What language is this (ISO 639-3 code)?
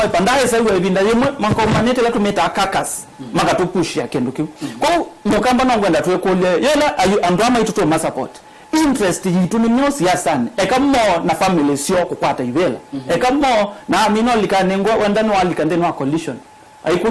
kam